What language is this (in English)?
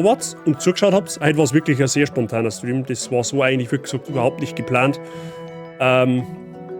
Bavarian